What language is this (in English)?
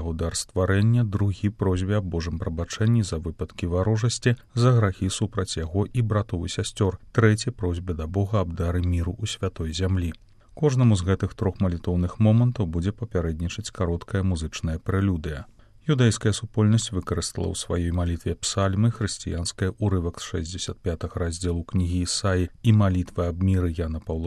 Belarusian